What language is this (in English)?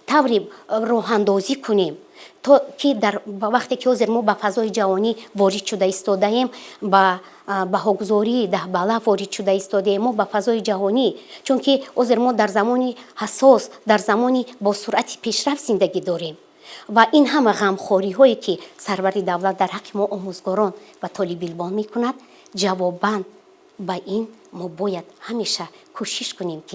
Tajik